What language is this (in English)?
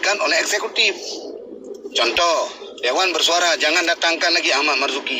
Achinese